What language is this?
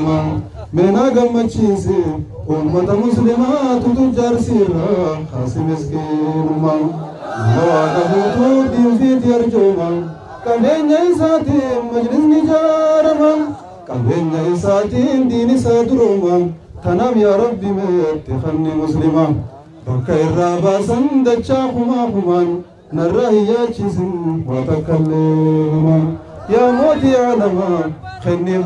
Oromo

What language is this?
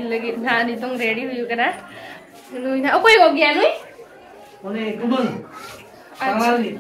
Santali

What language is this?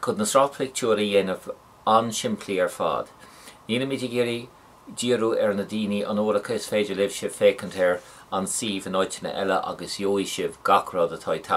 Irish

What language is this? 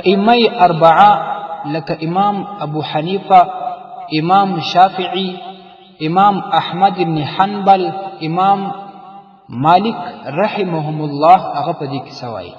Pashto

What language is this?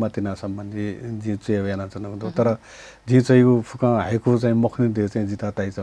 Newari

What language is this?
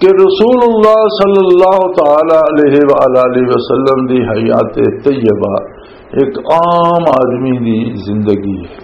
Western Panjabi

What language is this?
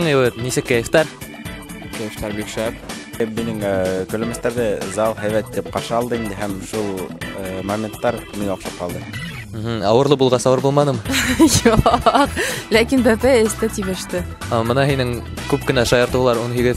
Bashkir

